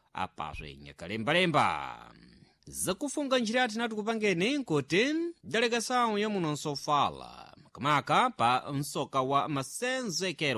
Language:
Sena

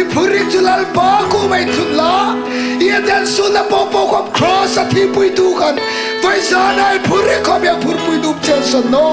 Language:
Hmar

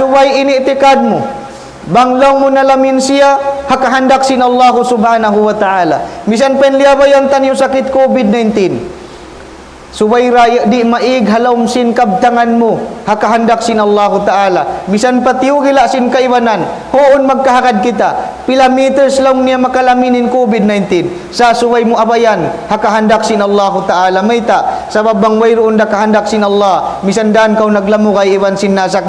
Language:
Tausug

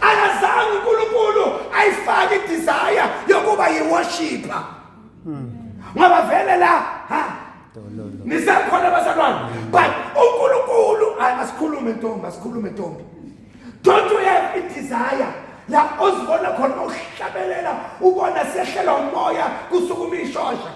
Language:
Zulu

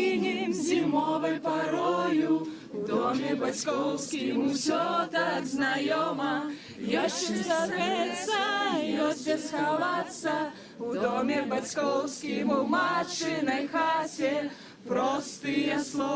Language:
Belarusian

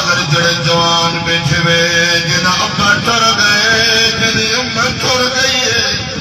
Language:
Saraiki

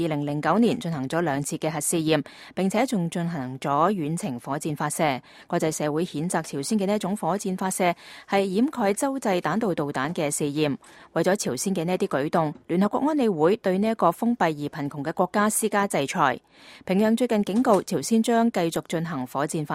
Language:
Cantonese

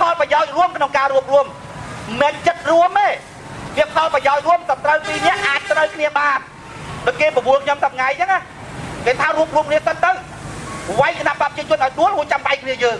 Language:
Khmer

